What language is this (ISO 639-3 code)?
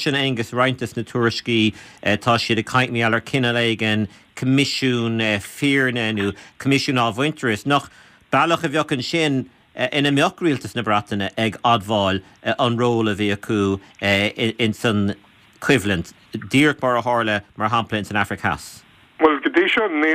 gle